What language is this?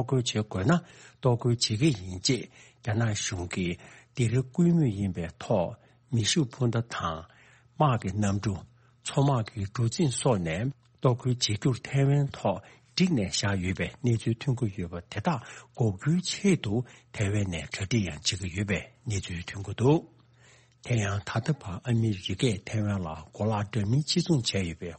Tibetan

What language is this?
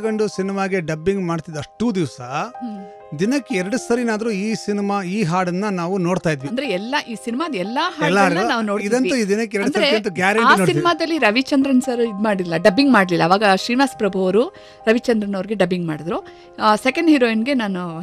Kannada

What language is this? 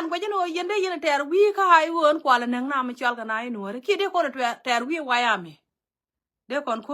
Nuer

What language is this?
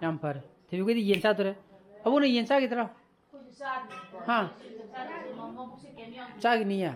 Manipuri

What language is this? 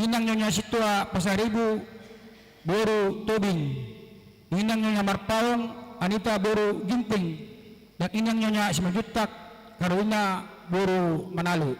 Batak Toba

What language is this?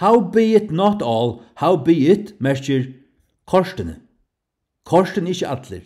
Faroese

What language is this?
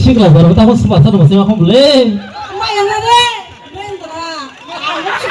Kok Borok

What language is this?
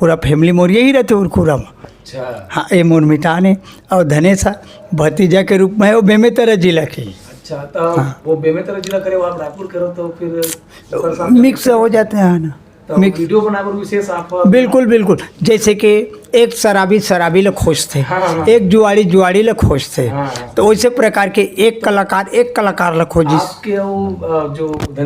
Chhattisgarhi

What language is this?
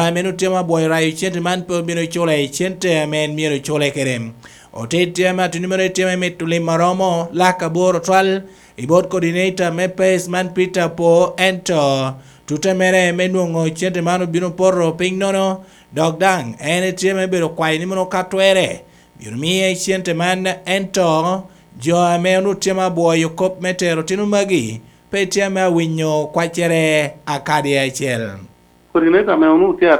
Lango (Uganda)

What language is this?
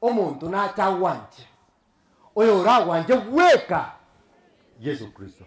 Gusii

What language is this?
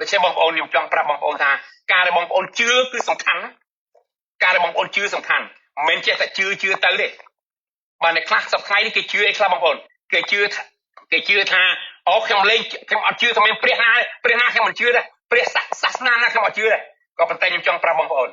Khmer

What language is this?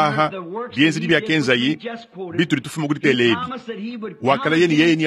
Luba-Lulua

